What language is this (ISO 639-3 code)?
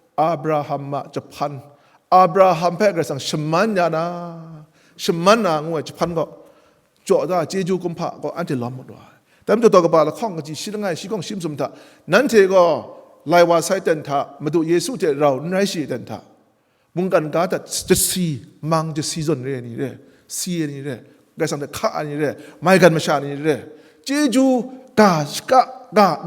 kac